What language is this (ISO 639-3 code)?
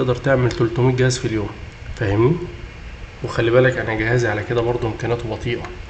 arz